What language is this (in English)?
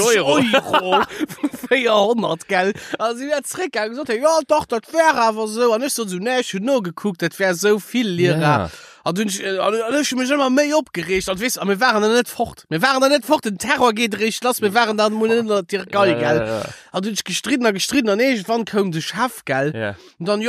Luxembourgish